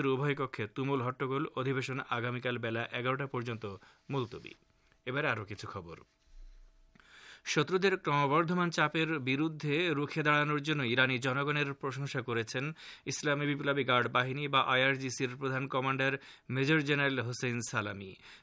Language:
Bangla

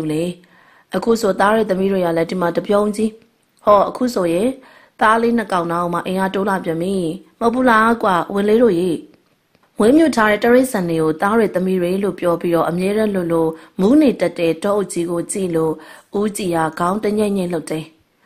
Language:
Burmese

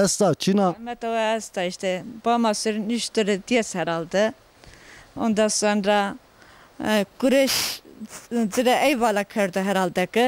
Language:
Zaza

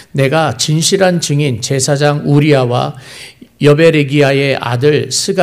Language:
Korean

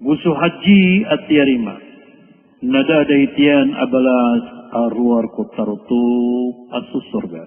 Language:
Maranao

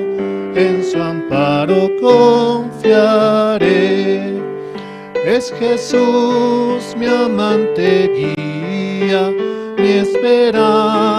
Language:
Aymara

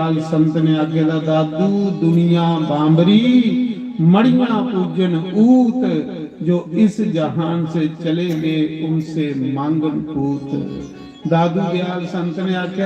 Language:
Dogri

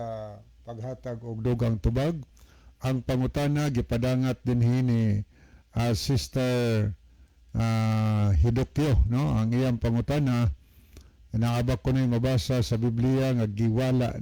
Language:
Cebuano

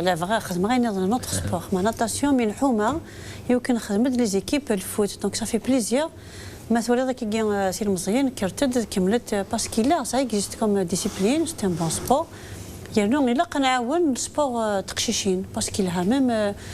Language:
Kabyle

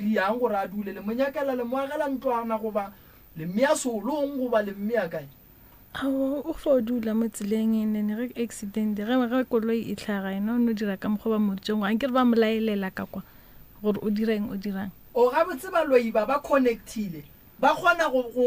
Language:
Northern Sotho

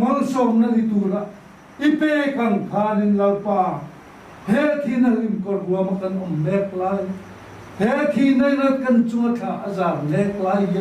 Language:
Mizo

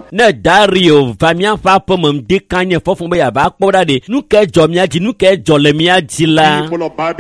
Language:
Ewe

